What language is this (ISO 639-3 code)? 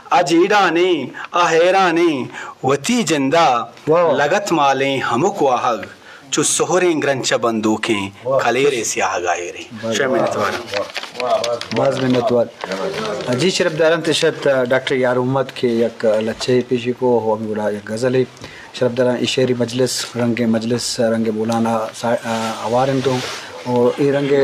bgp